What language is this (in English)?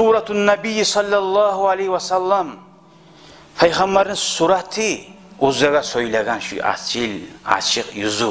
Kumyk